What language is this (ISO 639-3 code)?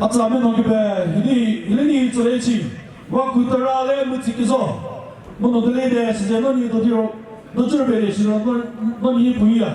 nri